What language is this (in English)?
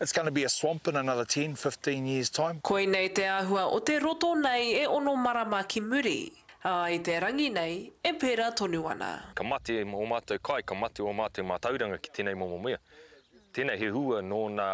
Māori